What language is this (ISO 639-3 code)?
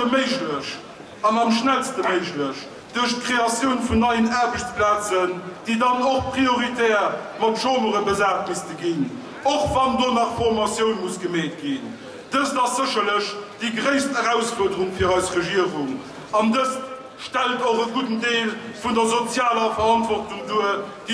ltz